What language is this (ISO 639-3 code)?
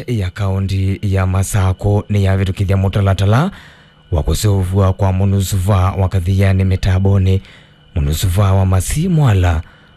kam